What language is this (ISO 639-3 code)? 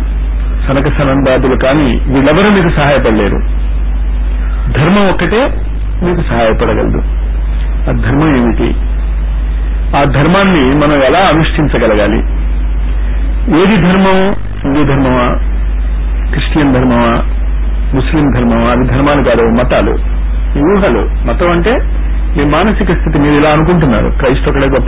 tel